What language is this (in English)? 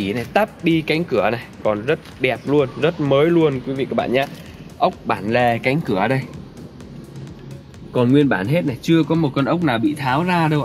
Vietnamese